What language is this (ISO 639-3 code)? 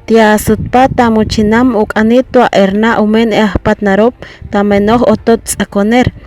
caa